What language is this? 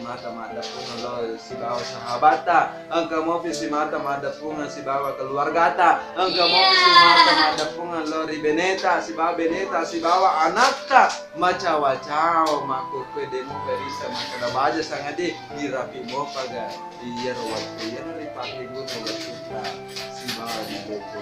Buginese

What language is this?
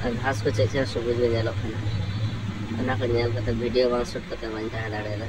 Santali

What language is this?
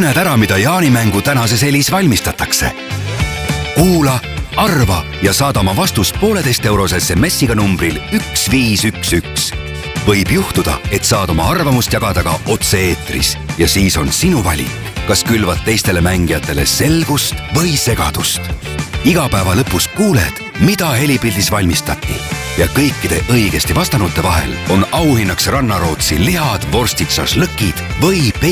Estonian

